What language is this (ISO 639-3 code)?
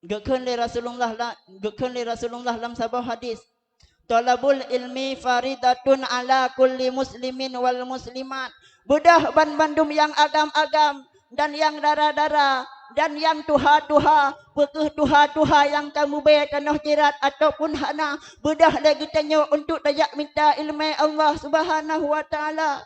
ace